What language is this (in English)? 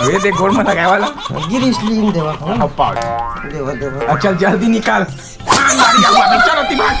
Chhattisgarhi